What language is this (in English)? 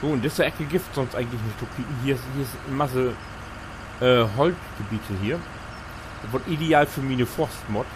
Low German